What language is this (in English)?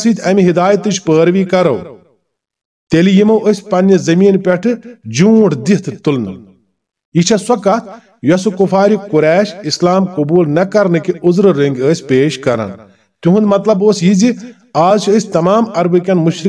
Kashmiri